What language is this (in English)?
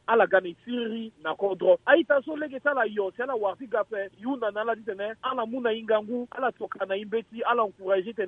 Sango